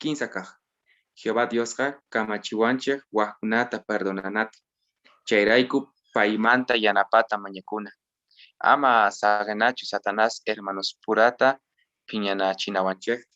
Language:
Quechua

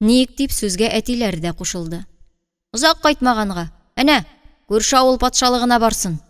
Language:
Tatar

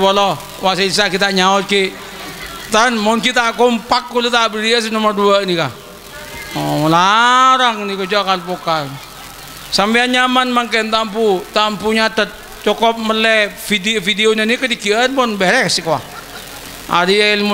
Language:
Madurese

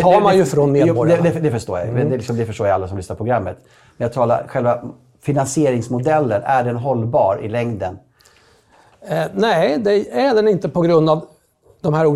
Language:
Swedish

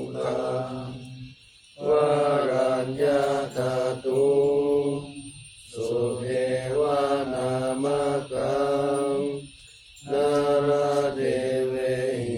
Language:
Pali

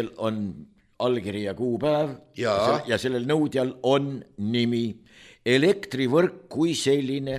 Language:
Estonian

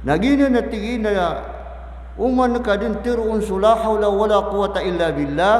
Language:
Maranao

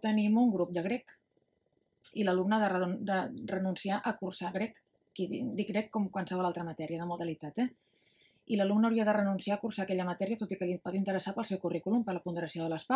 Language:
Catalan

